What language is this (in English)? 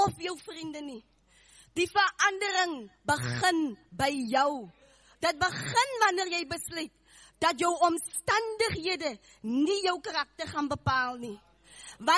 Afrikaans